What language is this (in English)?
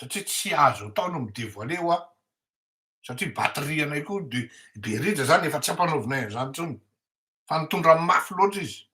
Malagasy